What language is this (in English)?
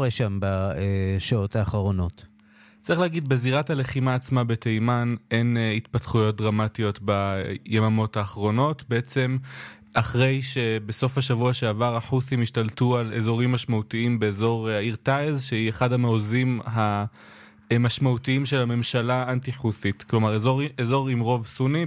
Hebrew